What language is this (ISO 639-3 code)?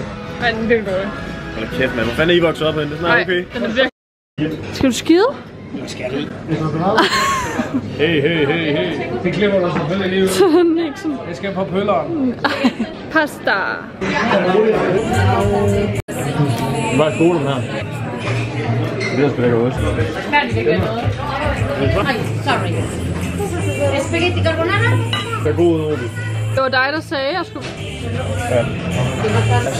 dan